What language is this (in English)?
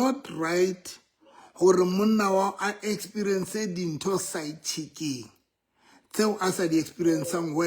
Southern Sotho